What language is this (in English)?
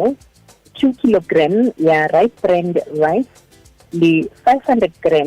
Tswana